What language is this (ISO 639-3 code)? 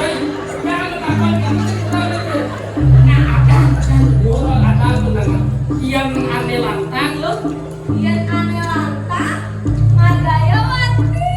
ban